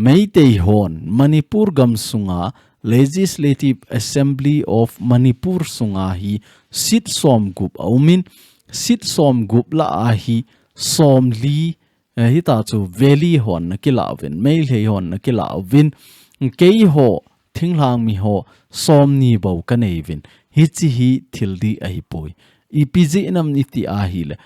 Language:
Thado Chin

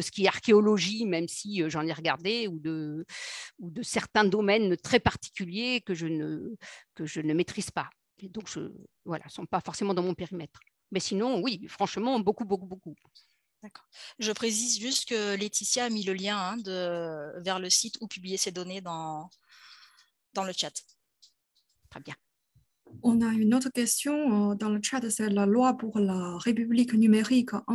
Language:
French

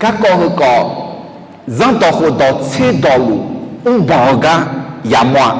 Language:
Akha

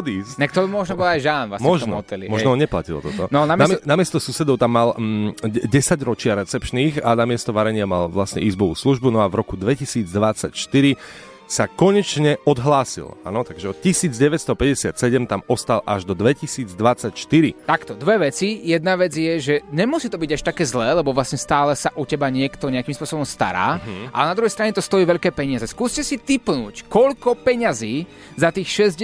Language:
Slovak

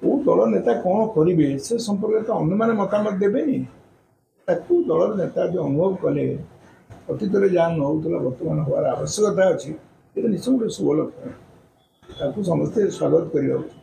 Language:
Odia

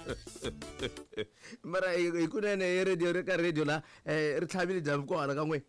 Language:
Tsonga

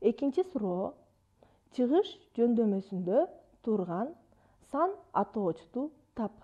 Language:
Kyrgyz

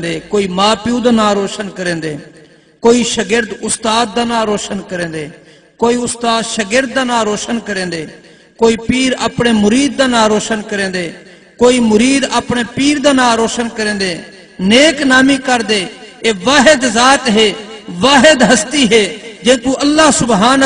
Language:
Saraiki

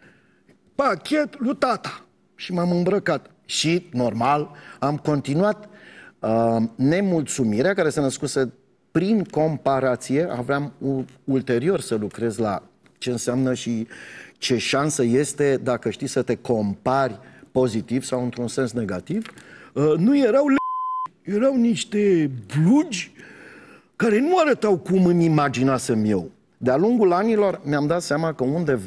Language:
Romanian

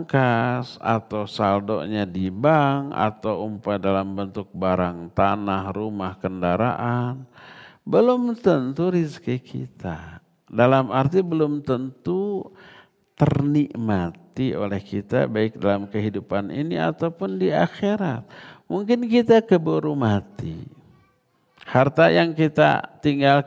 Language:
Indonesian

